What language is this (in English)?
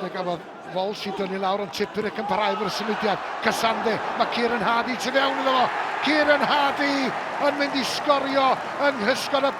Welsh